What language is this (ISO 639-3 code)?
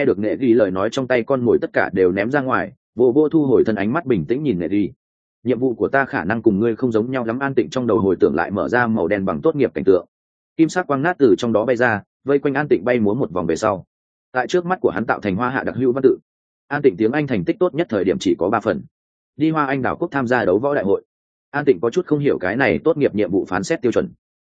vie